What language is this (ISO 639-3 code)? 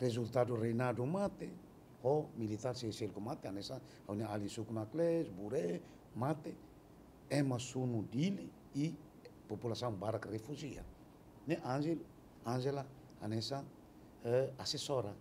tet